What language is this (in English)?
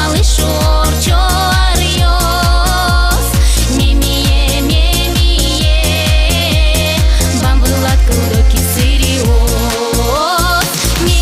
Udmurt